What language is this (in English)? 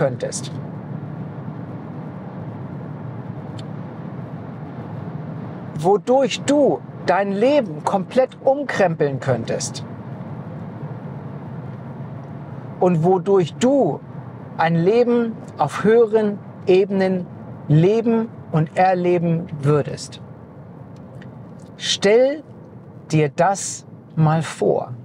German